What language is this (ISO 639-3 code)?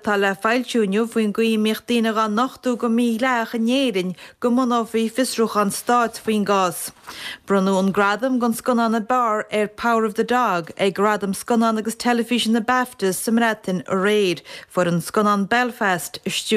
gle